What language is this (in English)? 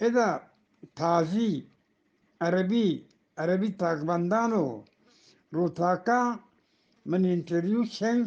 Eastern Balochi